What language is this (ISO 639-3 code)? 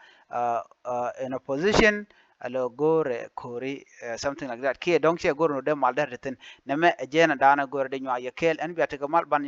nus